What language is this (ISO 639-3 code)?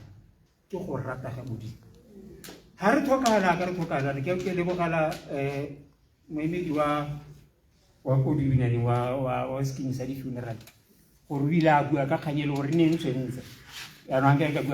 tsn